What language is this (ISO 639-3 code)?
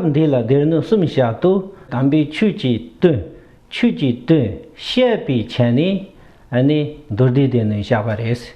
bod